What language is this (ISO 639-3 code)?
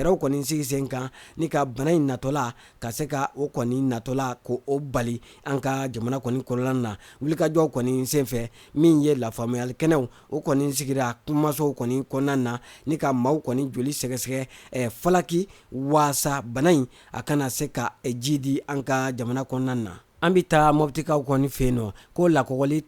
bam